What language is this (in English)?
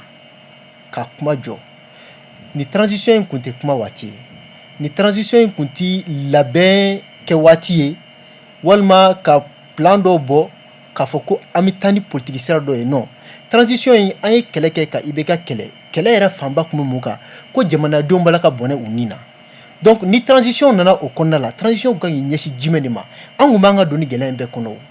Bambara